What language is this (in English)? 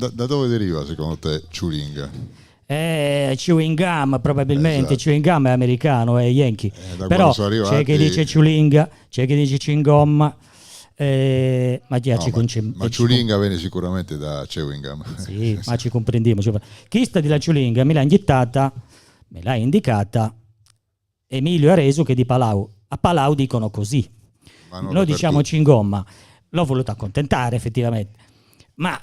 Gallurese Sardinian